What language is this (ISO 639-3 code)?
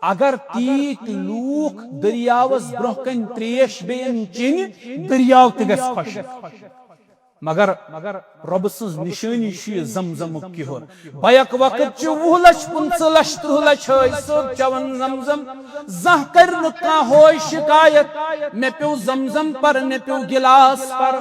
kas